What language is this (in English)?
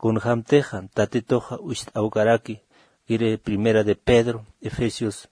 Aymara